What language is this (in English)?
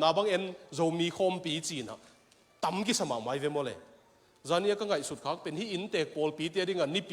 Tedim Chin